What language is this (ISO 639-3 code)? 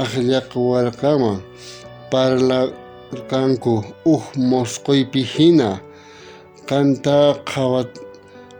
quh